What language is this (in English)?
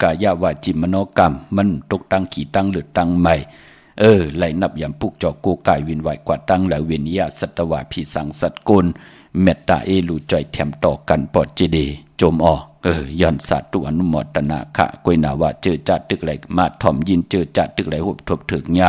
Shan